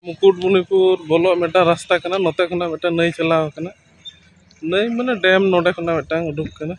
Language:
Santali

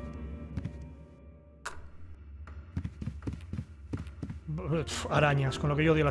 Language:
Spanish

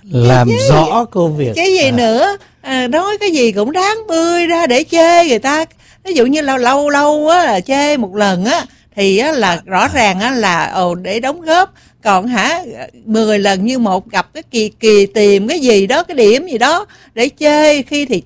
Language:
Vietnamese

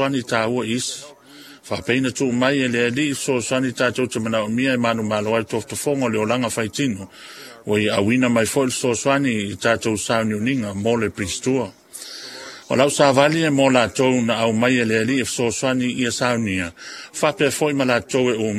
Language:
Samoan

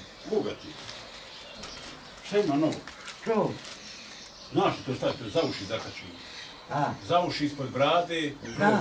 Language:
Bosnian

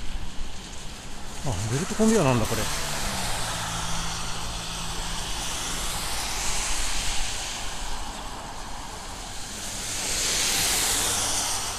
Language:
Japanese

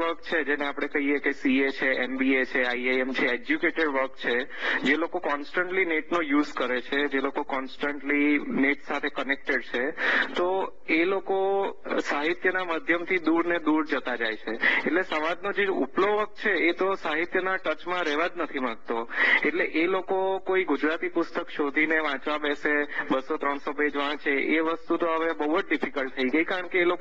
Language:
Gujarati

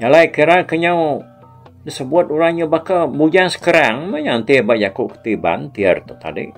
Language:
Iban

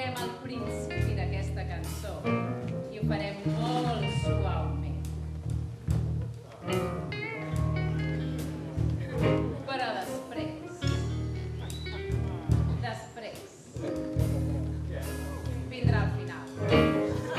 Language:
Catalan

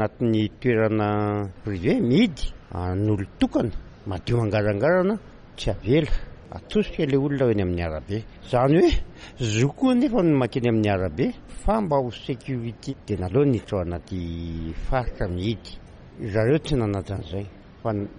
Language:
Malagasy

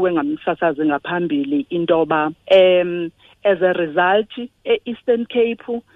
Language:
Xhosa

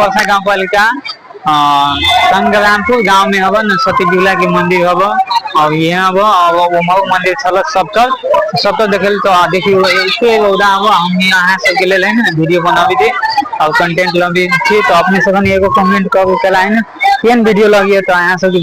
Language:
Maithili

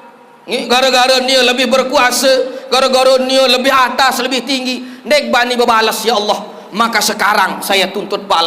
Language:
Sasak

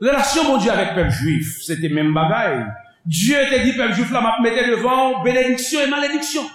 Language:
Haitian Creole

